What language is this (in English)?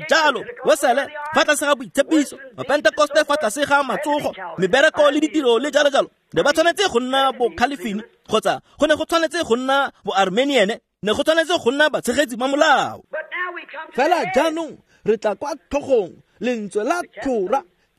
Tswana